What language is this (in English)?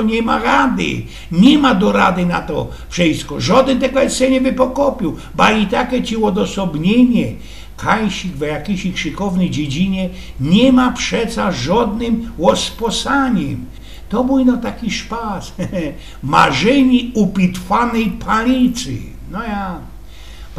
Silesian